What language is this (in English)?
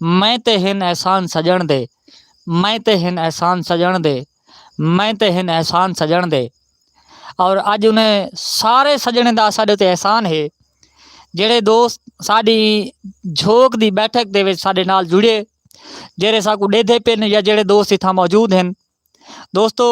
Saraiki